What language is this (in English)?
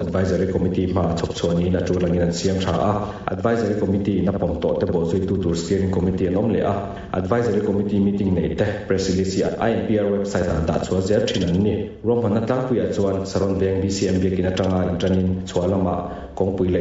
Mizo